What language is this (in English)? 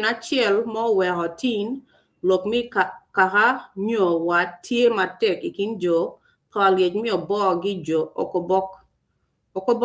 Acoli